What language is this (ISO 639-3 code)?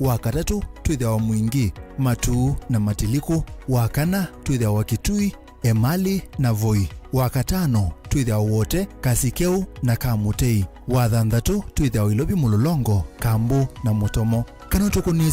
kam